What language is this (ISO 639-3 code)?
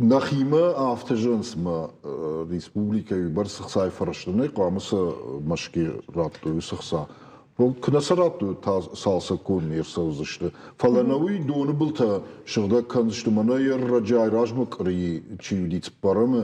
oss